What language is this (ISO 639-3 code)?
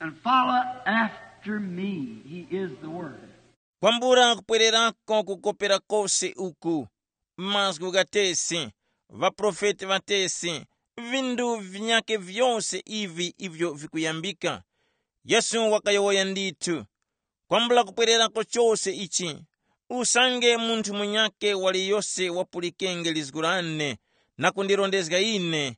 tum